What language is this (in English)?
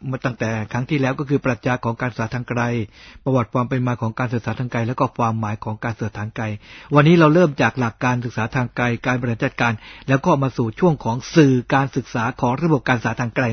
Thai